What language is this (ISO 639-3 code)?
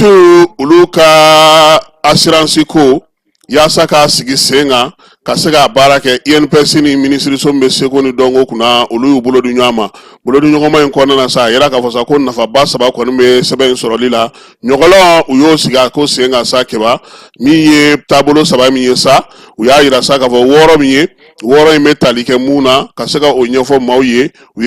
bam